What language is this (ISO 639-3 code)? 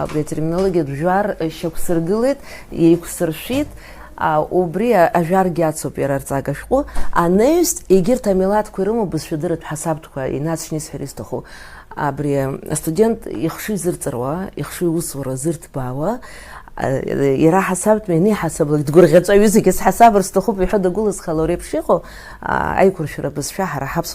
abk